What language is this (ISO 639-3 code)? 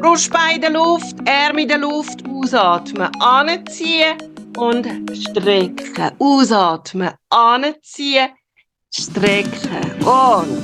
gsw